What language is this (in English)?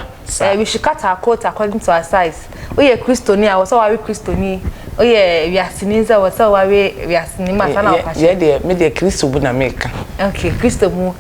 Akan